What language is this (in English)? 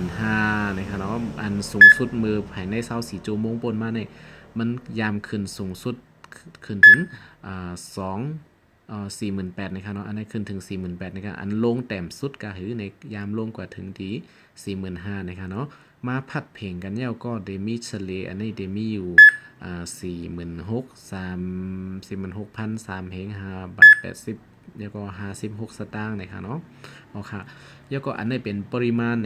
Shan